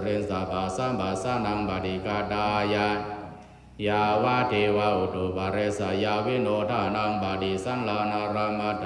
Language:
Pali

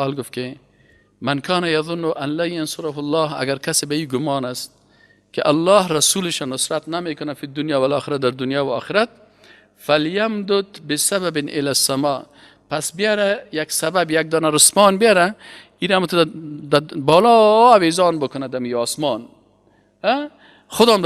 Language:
Persian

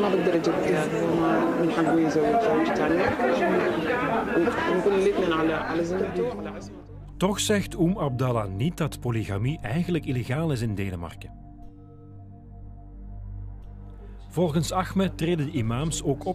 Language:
Dutch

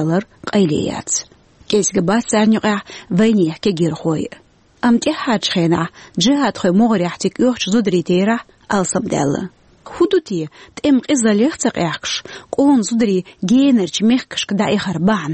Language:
Chechen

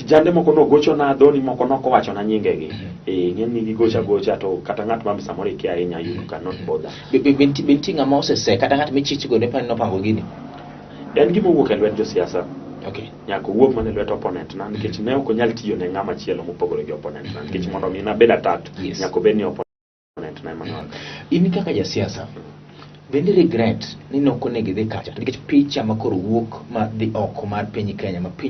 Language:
Luo (Kenya and Tanzania)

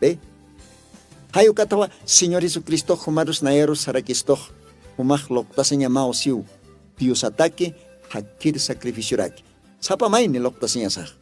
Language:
Aymara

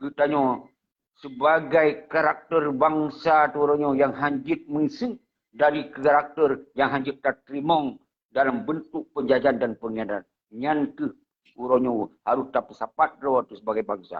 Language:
Achinese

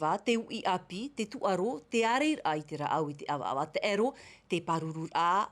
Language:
Tahitian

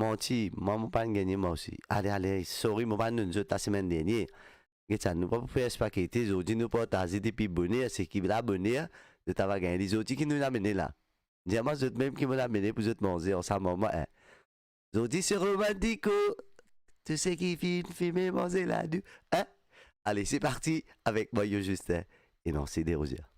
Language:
Morisyen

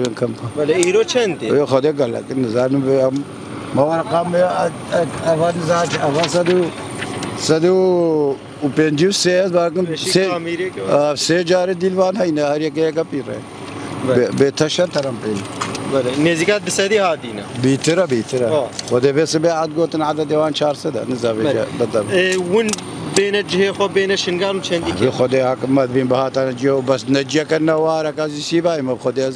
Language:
Kurdish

